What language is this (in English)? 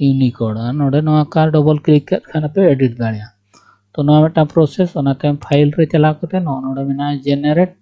Santali